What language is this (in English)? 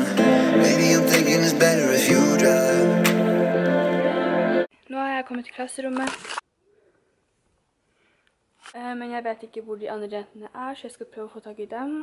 Norwegian